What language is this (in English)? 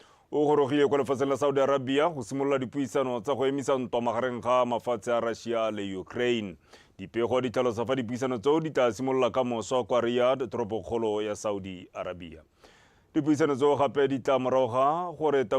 Tswana